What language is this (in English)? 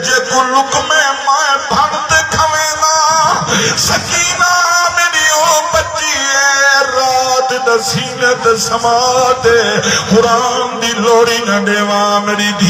Saraiki